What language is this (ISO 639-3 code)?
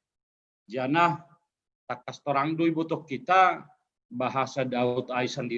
bts